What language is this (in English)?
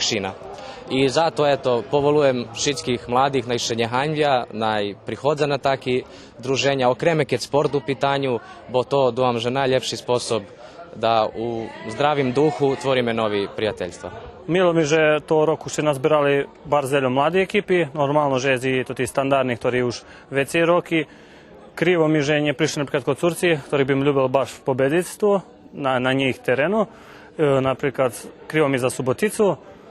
Rusyn